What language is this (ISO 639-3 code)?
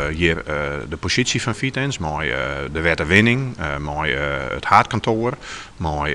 fry